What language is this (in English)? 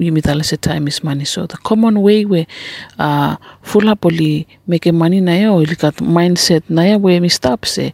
Bislama